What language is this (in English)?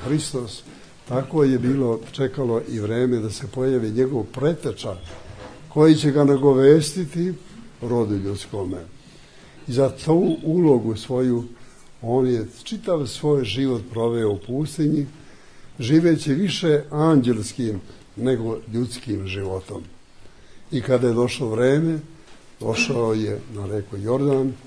Serbian